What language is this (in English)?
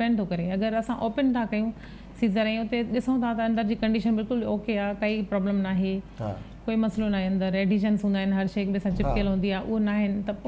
Sindhi